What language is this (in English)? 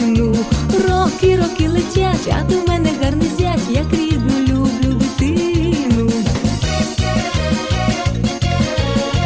Ukrainian